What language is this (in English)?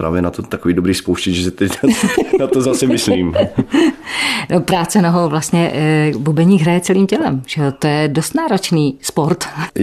Czech